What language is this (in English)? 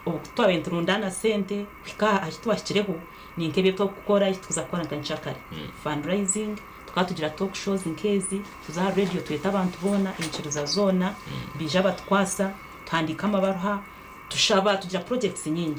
Nyankole